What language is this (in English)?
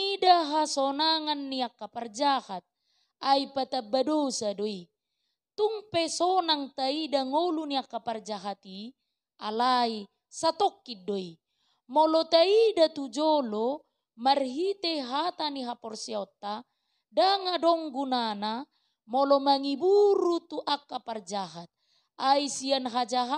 Batak Toba